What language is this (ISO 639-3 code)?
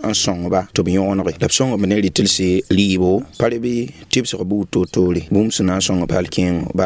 mos